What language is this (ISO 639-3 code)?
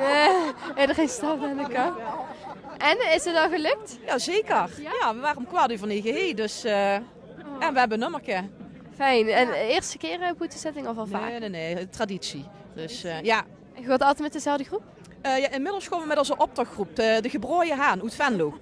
lim